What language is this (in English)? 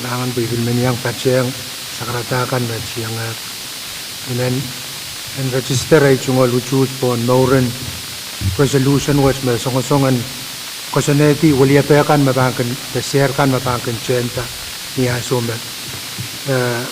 Pohnpeian